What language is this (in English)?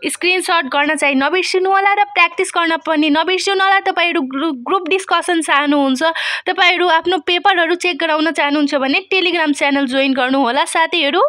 Nepali